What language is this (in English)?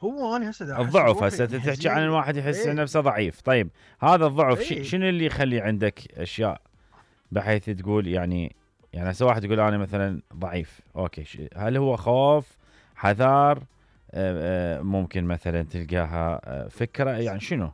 Mesopotamian Arabic